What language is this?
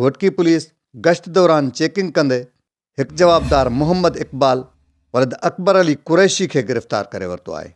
Sindhi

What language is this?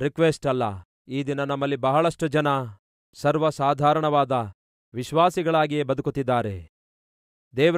Kannada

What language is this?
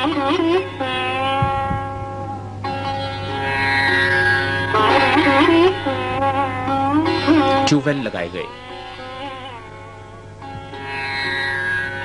Urdu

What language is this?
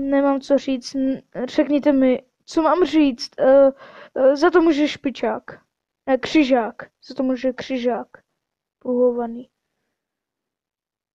Czech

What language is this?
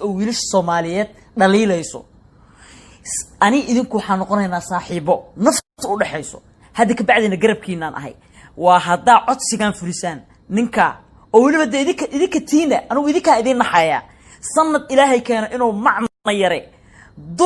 Somali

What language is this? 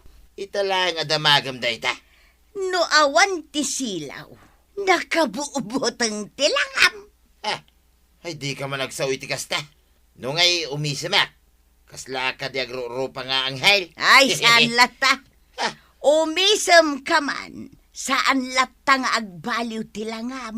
Iloko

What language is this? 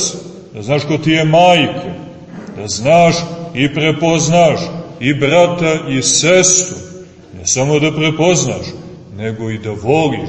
Serbian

